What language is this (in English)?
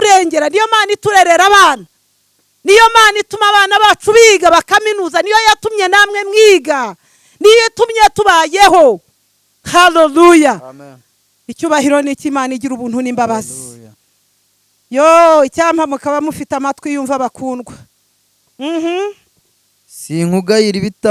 Kinyarwanda